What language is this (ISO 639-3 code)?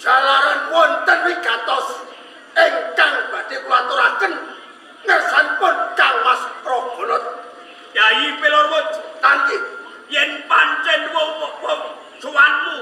jav